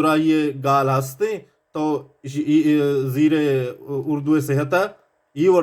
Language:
Baluchi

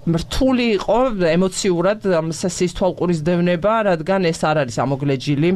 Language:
Georgian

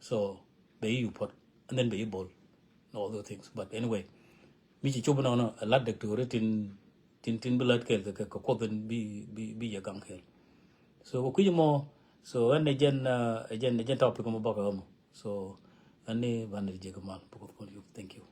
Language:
Nuer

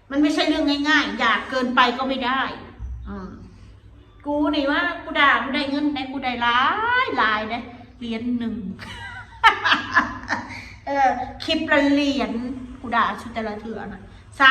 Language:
Northeastern Thai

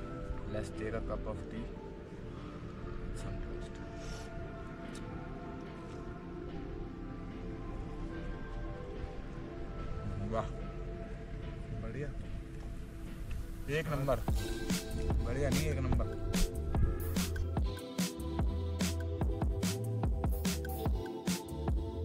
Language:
Hindi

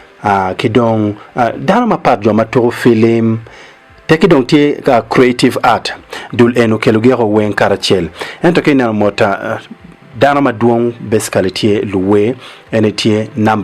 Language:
Acoli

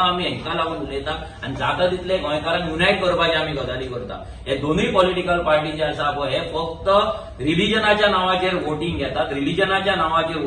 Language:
Konkani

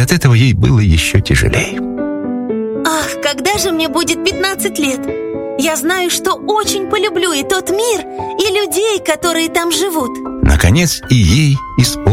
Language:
Russian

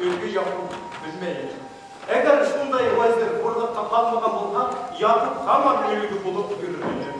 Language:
Bashkir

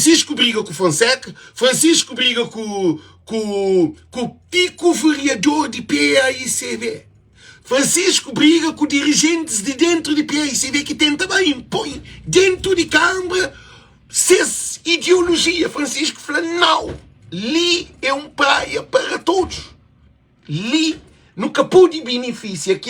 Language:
Kabuverdianu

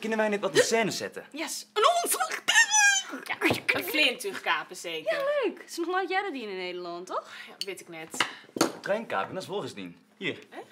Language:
Western Frisian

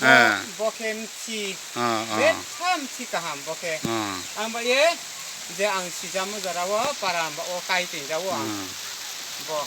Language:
Riang (India)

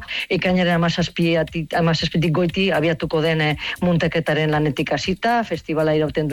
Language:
Basque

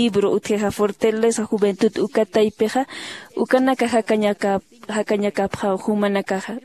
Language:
Aymara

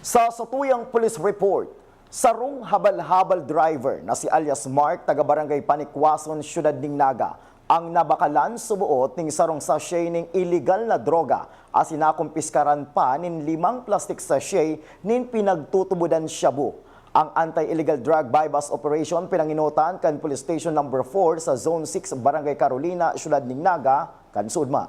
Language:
Bikol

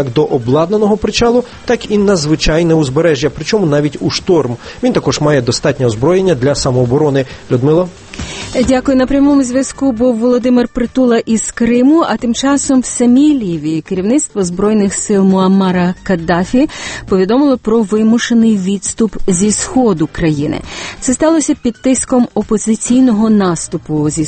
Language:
Ukrainian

